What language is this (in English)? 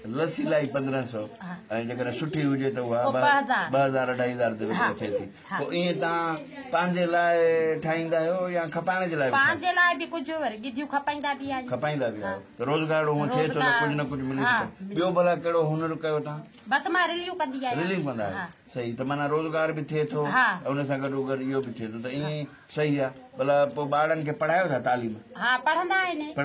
Sindhi